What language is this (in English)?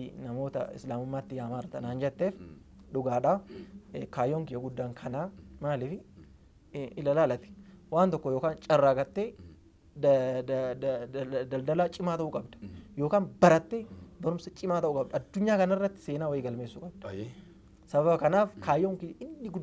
Oromo